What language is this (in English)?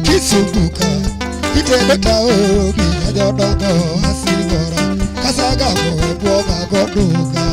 Luo (Kenya and Tanzania)